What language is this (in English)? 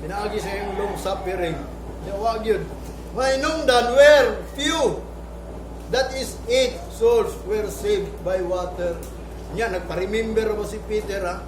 Cebuano